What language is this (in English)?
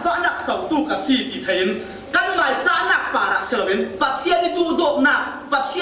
Falam Chin